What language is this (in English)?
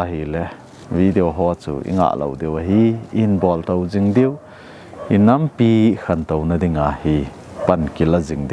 Thado Chin